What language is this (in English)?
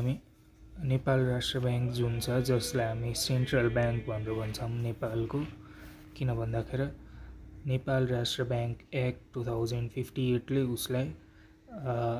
Nepali